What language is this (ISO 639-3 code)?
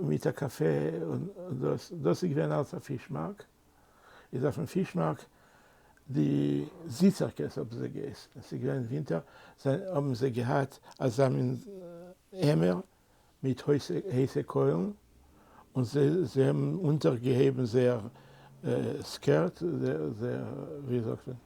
yid